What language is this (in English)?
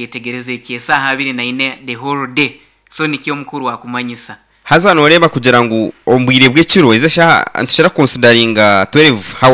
Nyankole